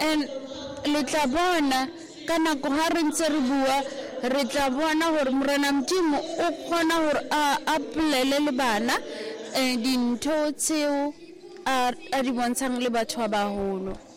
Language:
Southern Sotho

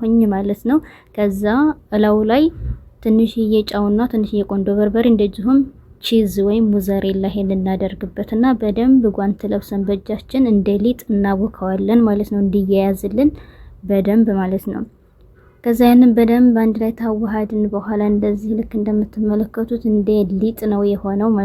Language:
Amharic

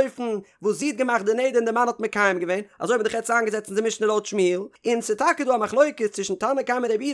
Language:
Yiddish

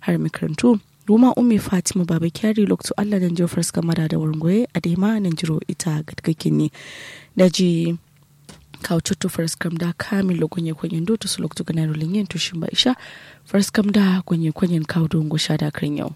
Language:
Kanuri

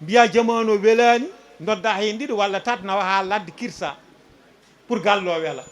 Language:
Fula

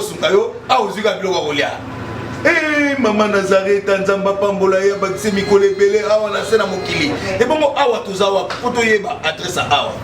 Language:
Lingala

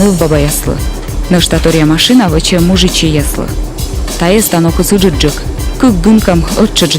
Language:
Komi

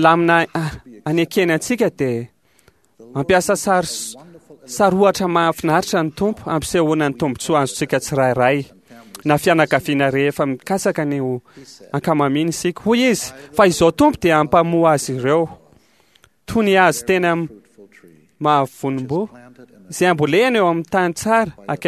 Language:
Malagasy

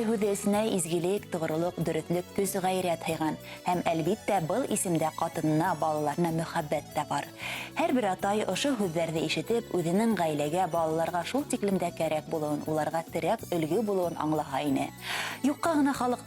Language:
Bashkir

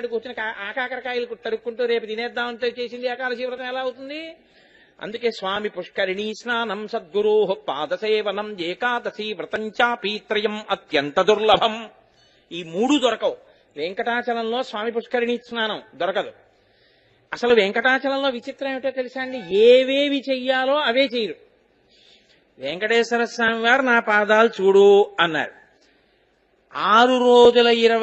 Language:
Telugu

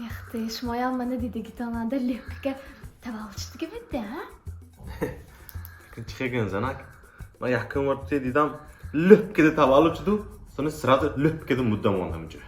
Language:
Tajik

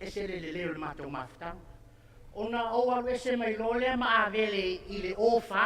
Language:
Samoan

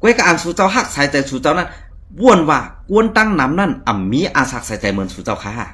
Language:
Shan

